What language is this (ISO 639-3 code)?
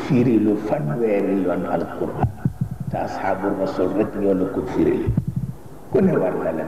wol